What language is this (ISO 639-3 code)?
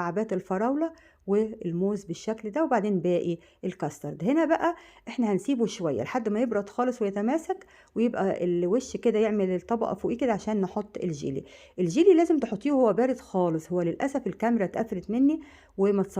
arz